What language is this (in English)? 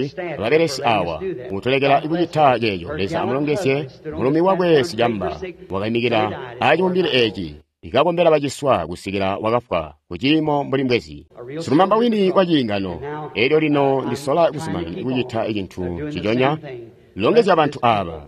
Tonga (Zambia)